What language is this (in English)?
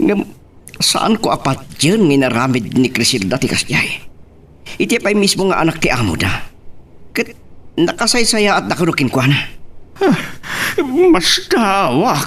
Iloko